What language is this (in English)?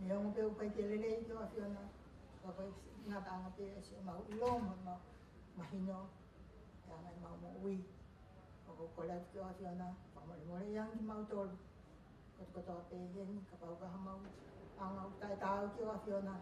Tongan